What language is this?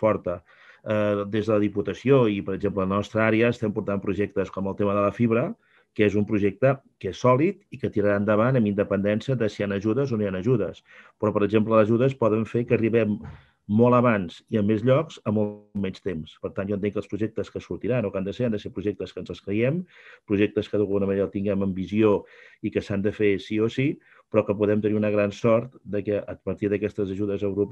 Catalan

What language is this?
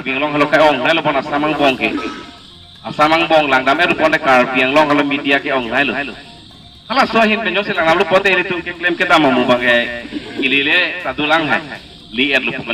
Karbi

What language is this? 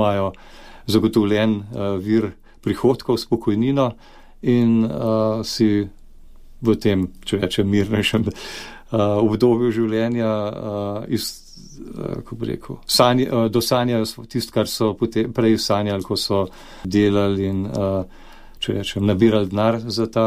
Slovenian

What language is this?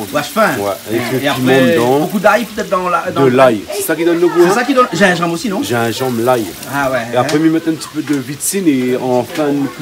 Réunion Creole French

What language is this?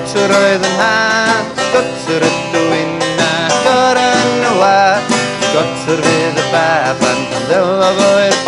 Welsh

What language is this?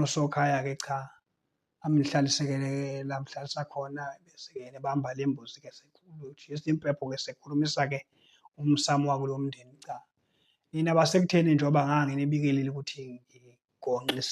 Zulu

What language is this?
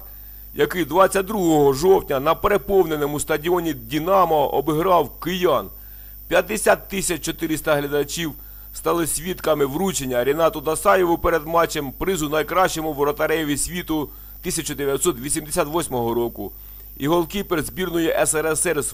Ukrainian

